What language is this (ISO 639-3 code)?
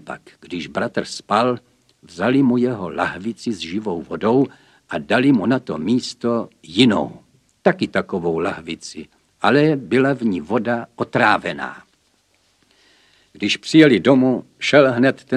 ces